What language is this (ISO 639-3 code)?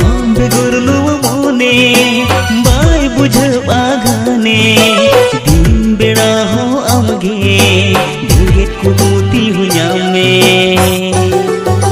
sat